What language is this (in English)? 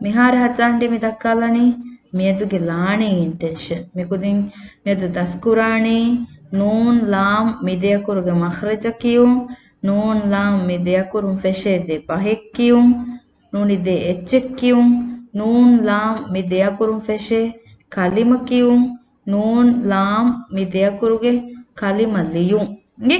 Divehi